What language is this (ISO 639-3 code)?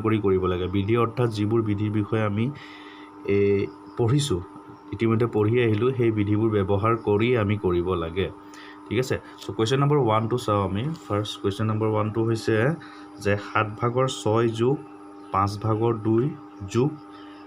asm